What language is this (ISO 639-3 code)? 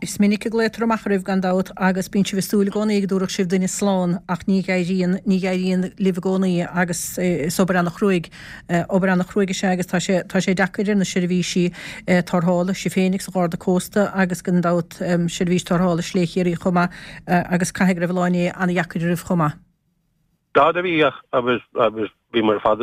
gle